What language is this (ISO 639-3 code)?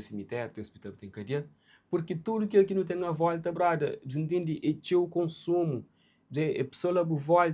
kea